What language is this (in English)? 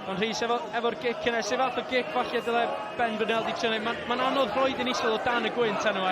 Welsh